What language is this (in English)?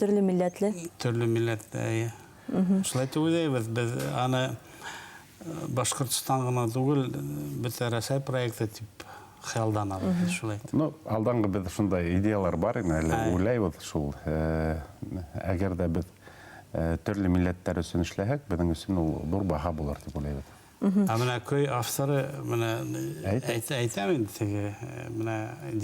Bashkir